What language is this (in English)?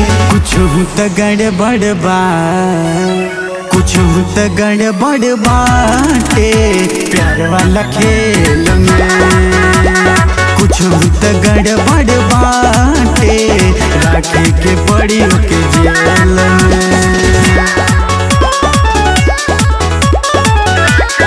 Bhojpuri